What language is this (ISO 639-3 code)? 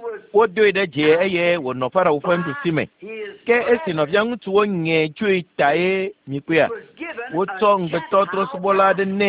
ewe